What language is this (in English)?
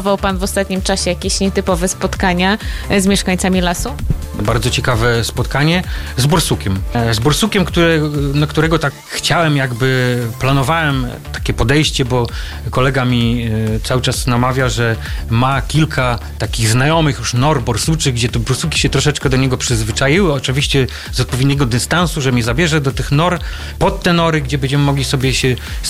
Polish